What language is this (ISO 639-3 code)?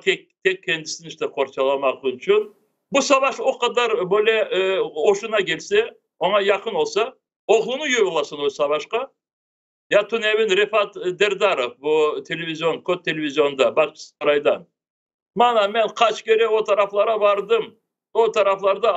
crh